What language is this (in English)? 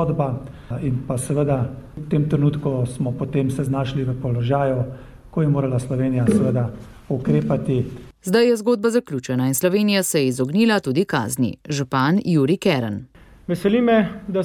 Slovenian